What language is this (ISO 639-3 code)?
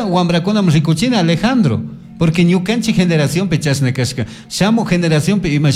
qug